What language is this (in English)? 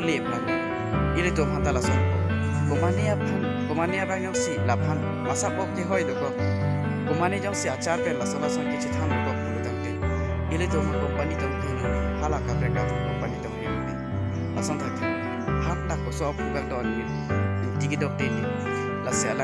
Karbi